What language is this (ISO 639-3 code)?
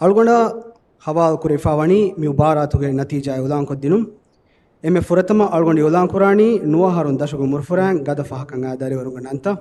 div